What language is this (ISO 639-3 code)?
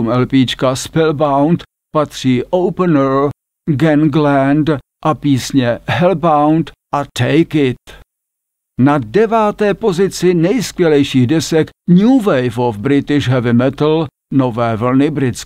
ces